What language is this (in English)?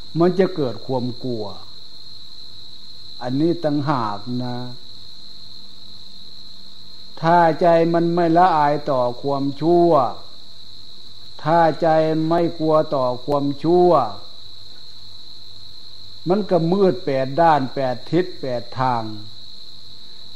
Thai